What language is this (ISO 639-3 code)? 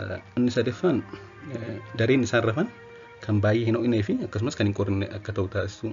orm